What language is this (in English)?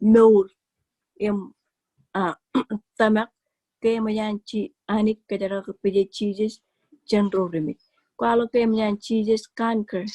Marshallese